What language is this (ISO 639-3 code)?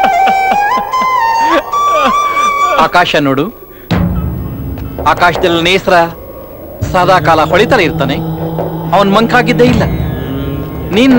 kan